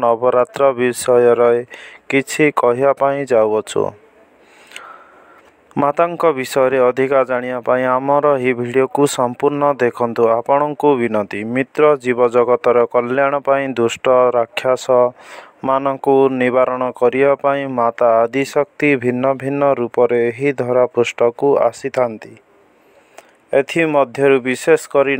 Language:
Odia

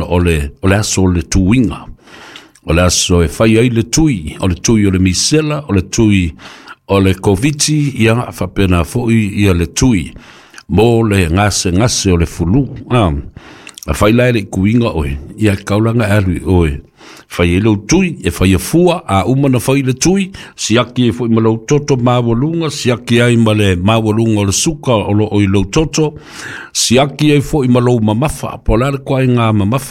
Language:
Samoan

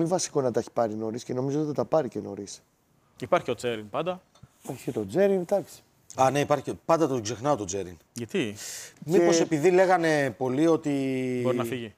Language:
Greek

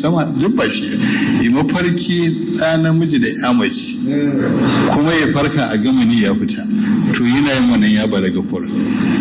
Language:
Hausa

